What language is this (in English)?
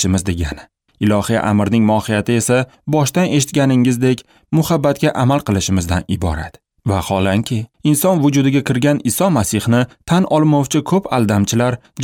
Uzbek